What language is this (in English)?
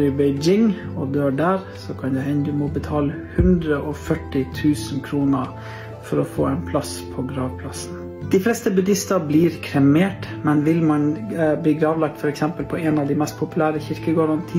Norwegian